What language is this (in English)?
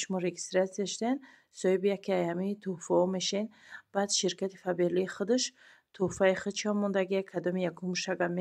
Tajik